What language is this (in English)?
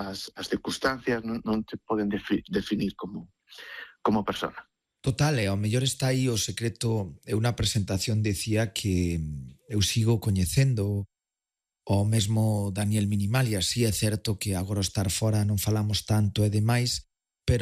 Galician